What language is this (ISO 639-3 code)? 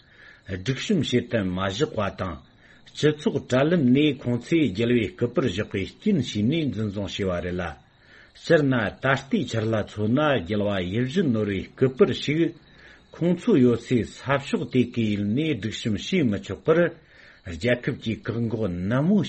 bod